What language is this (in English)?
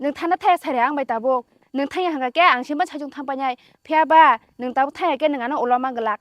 Kok Borok